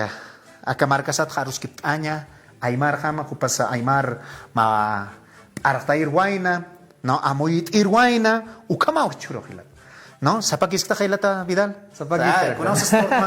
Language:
Aymara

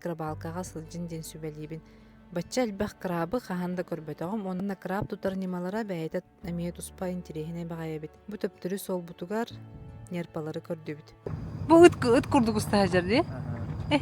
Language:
Yakut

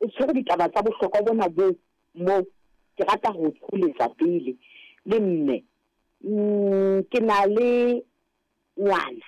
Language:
Southern Sotho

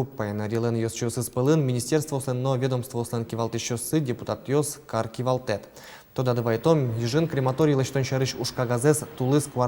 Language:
Udmurt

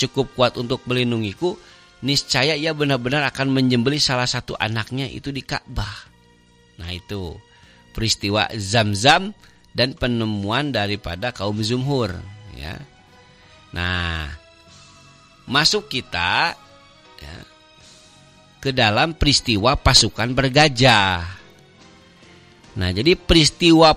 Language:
Indonesian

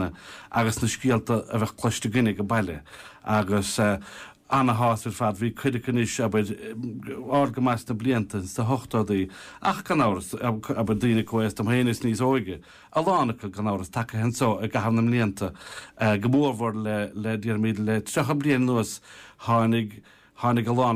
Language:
Irish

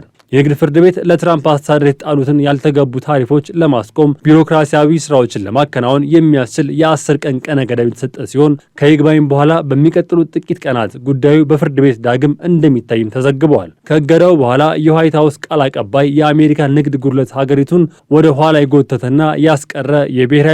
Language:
Amharic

